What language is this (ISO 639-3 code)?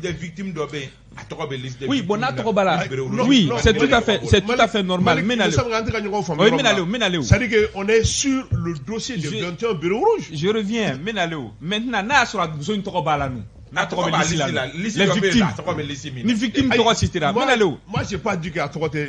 bam